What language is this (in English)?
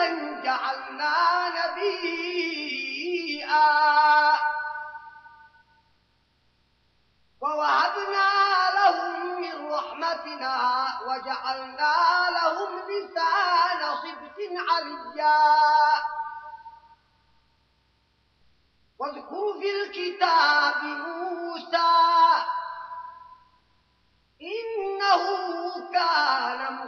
Arabic